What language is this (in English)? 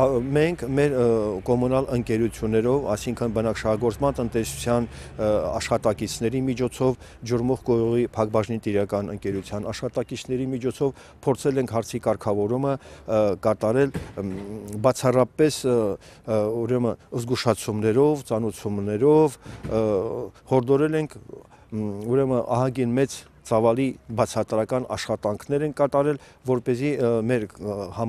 Armenian